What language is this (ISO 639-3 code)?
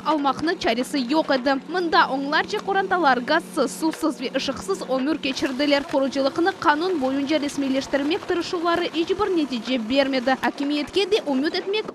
crh